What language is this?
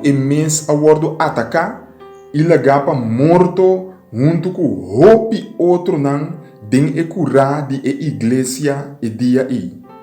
Papiamento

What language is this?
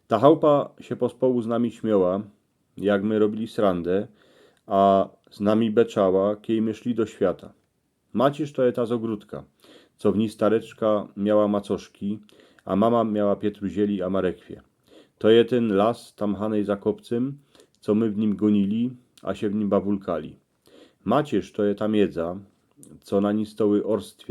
Silesian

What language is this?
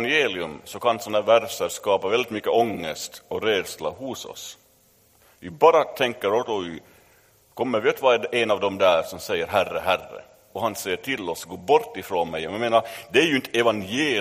Swedish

